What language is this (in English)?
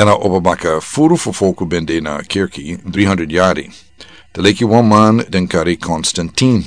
Sranan Tongo